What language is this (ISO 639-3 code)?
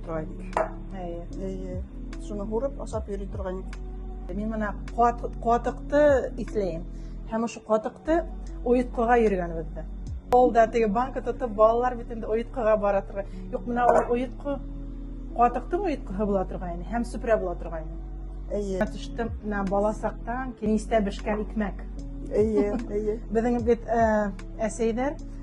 bak